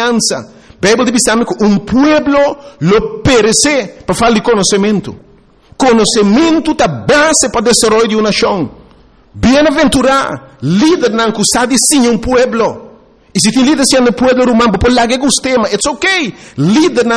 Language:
Papiamento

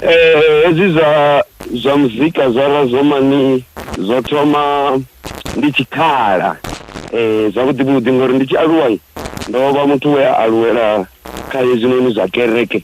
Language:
Venda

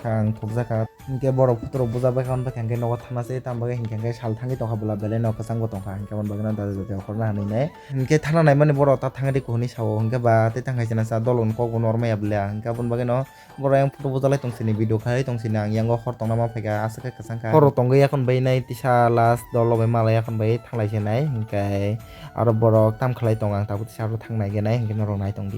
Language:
Kok Borok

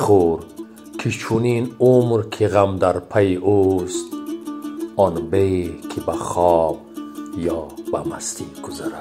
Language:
Tajik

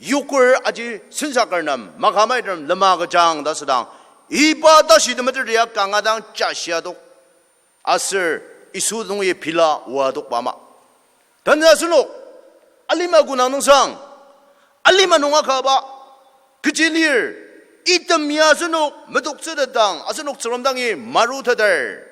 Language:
Ao Naga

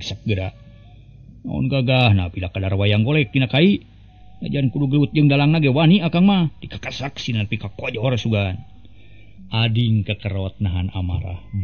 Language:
Sundanese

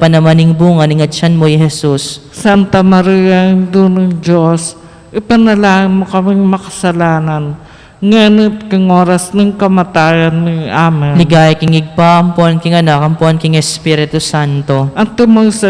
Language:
Pampanga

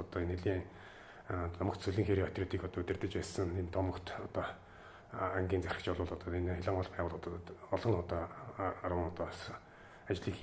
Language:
Mongolian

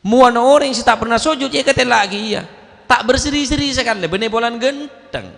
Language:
Madurese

